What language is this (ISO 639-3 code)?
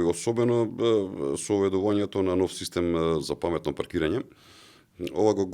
mkd